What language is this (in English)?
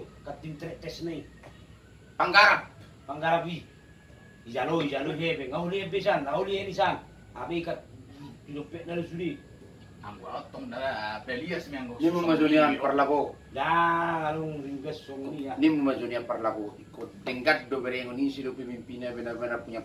Batak Toba